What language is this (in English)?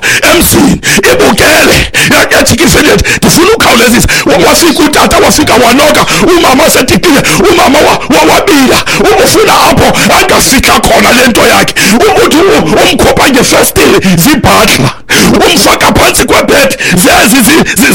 Xhosa